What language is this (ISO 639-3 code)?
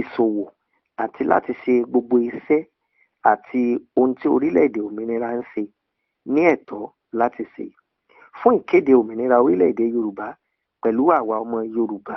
yor